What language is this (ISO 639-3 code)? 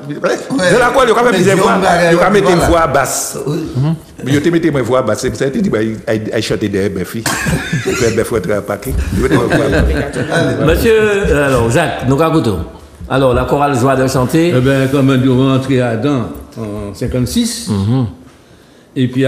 fra